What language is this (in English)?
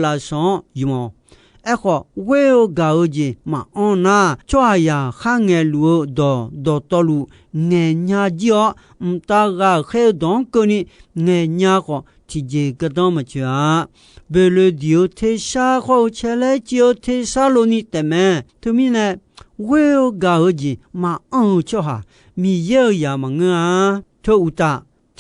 Akha